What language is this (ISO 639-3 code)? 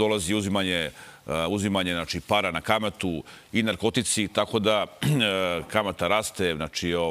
srp